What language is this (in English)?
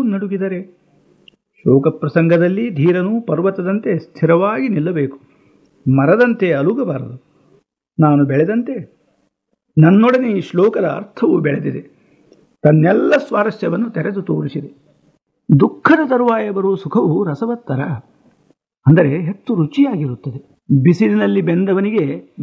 Kannada